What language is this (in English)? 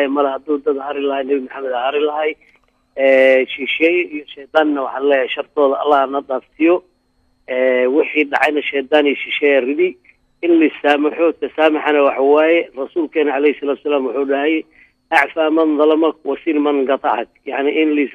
Somali